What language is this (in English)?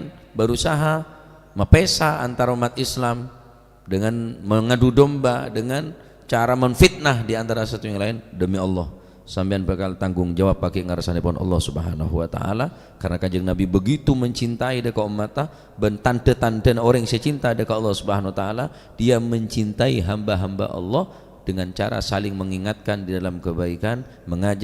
Madurese